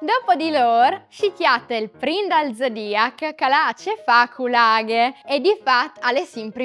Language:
Friulian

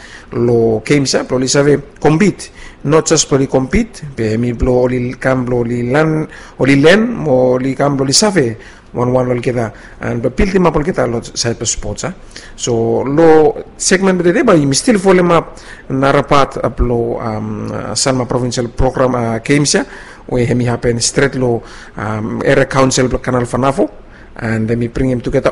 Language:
Bislama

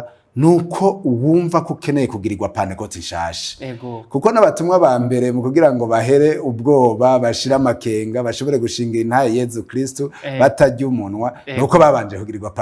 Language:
Rundi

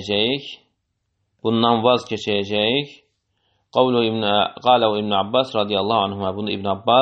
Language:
Azerbaijani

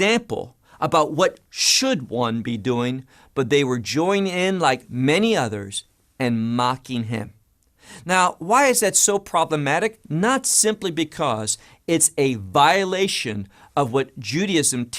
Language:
English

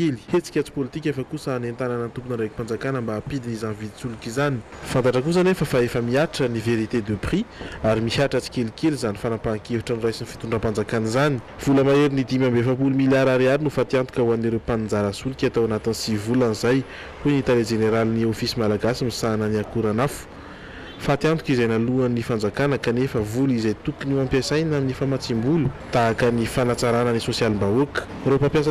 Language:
Malagasy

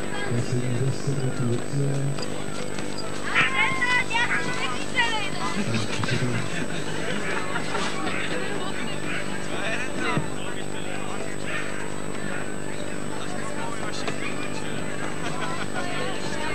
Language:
Czech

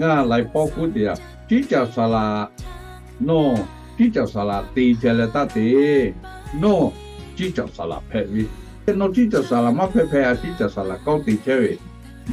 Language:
Lahu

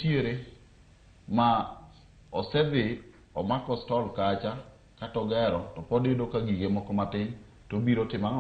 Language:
Luo (Kenya and Tanzania)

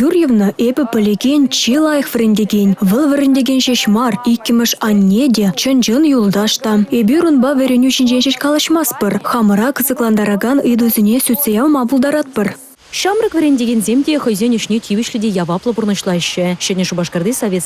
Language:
Chuvash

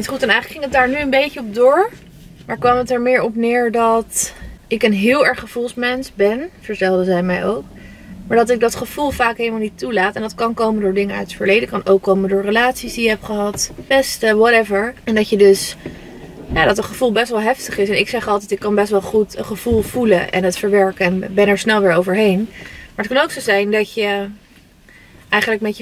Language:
Dutch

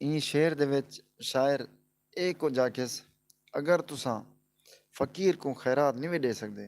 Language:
Saraiki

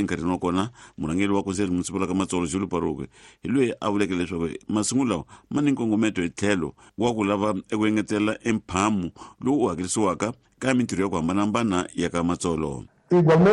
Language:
Tsonga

